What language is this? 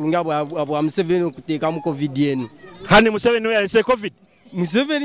Nyoro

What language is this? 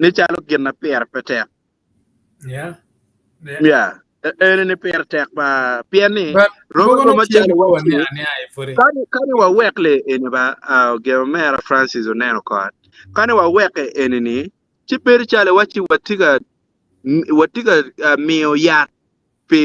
Acoli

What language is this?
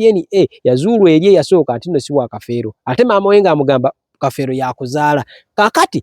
Ganda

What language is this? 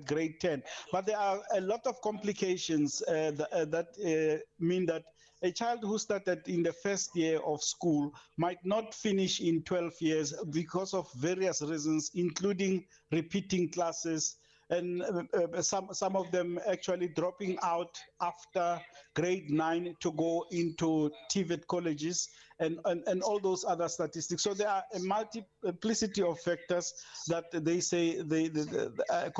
English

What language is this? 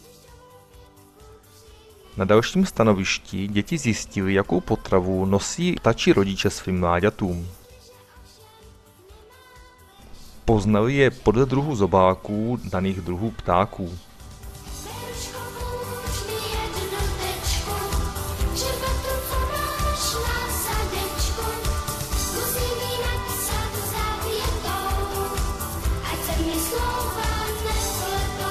Czech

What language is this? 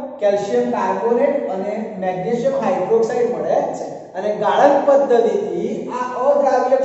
Gujarati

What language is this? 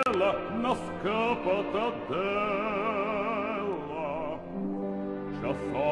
Bulgarian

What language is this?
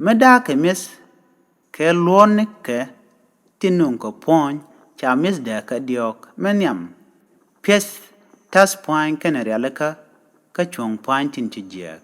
Nuer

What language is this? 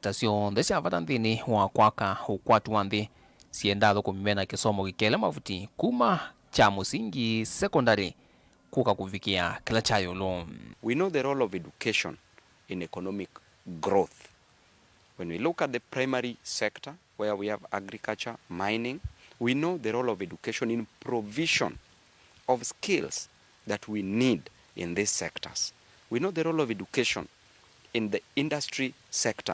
Kamba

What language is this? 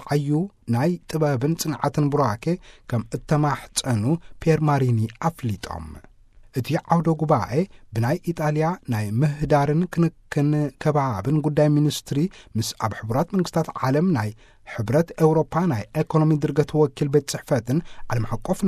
Tigrinya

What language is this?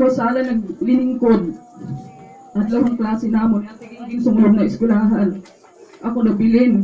Waray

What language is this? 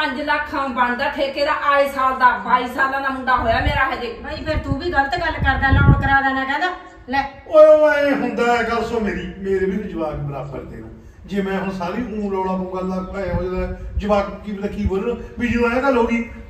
Punjabi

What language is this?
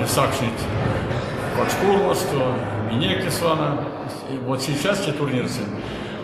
Erzya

